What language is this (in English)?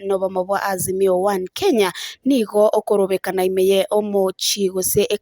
Gusii